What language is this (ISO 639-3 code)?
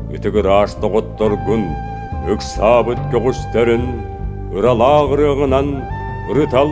sah